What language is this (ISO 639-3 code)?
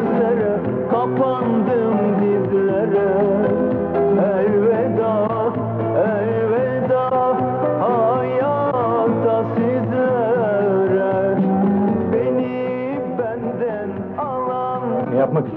tur